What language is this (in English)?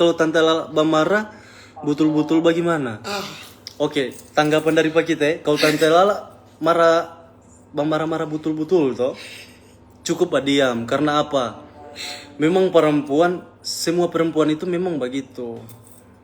Manado Malay